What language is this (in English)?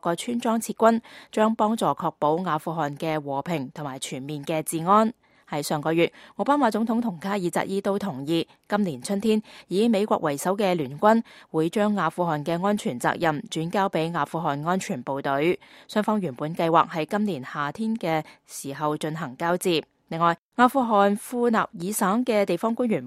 Cantonese